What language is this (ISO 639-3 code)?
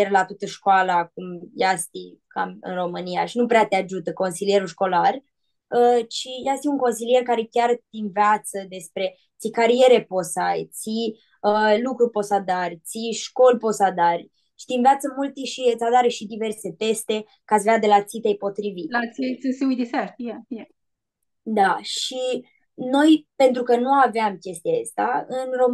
rup